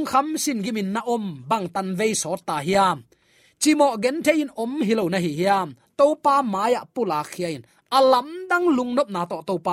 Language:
Tedim Chin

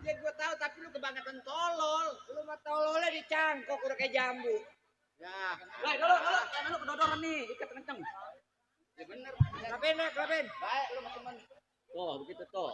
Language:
Betawi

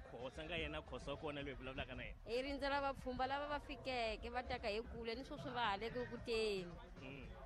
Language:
Tsonga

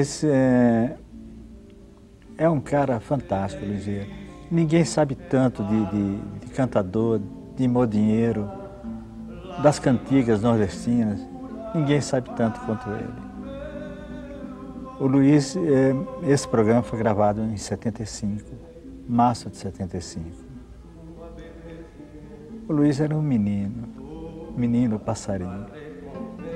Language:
Portuguese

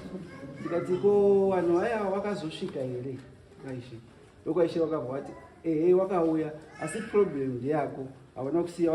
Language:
Shona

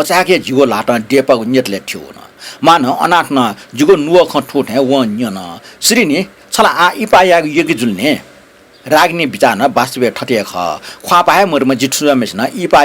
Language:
Newari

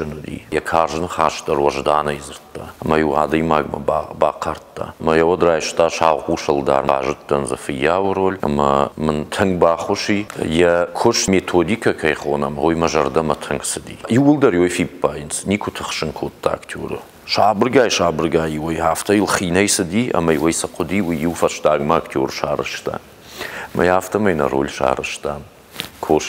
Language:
Ossetic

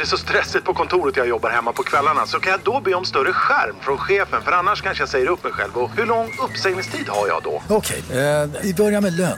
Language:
Swedish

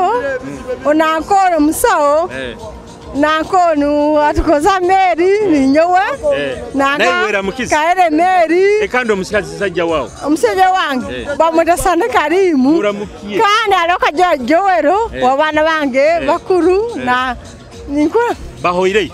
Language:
Nyoro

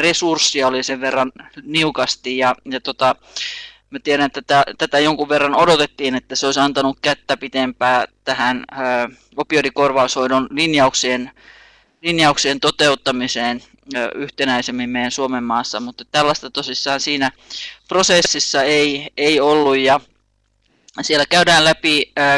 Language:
Finnish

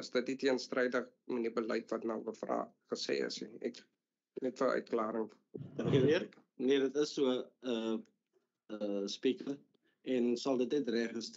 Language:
Afrikaans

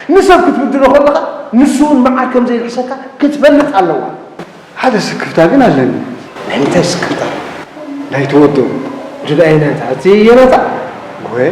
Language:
Tigrinya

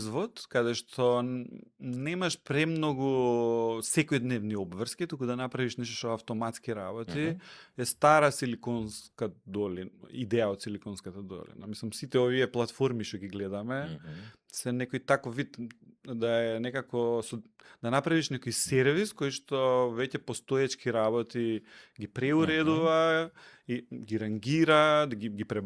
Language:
Macedonian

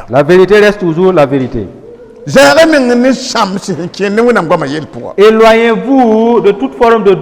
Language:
Mossi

